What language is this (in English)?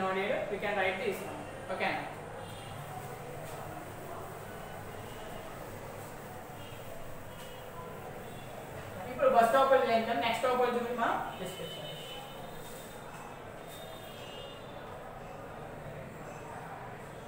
Telugu